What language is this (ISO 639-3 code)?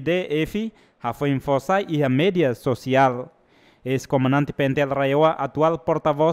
tet